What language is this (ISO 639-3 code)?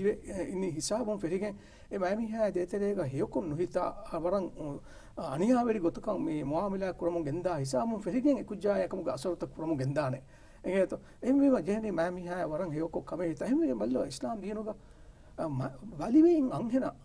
div